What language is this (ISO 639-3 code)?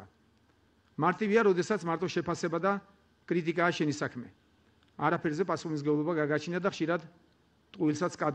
kat